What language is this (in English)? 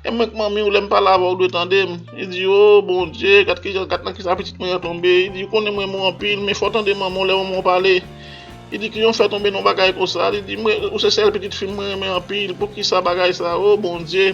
Haitian Creole